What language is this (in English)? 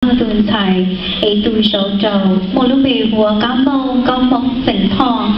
Hmong